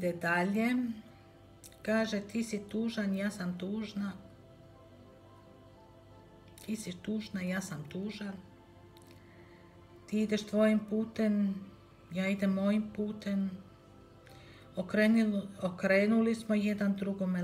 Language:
Croatian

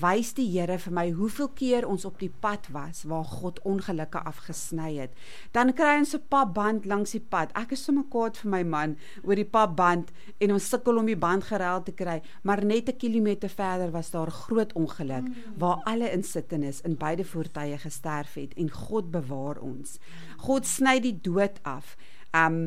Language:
Afrikaans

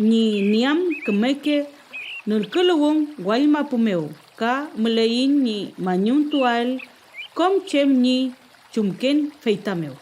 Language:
Mapuche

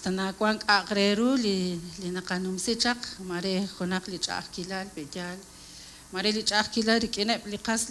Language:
Kekchí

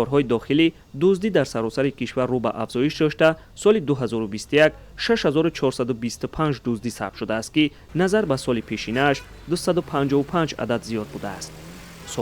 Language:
Tajik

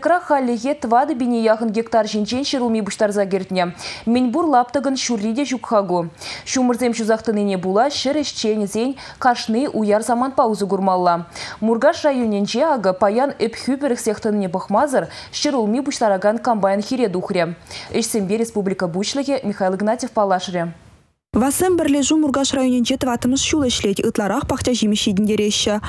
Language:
Chuvash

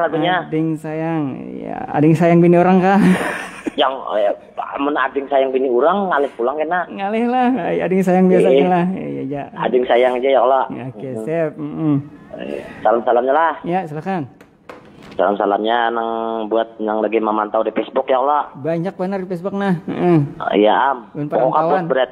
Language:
Banjar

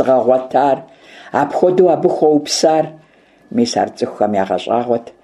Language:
Kabardian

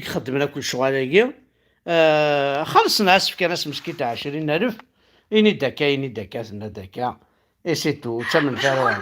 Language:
Kabyle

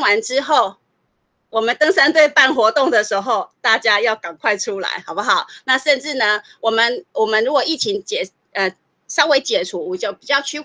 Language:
Chinese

